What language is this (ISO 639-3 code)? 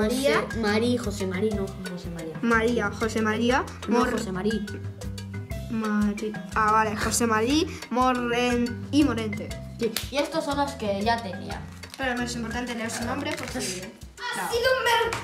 spa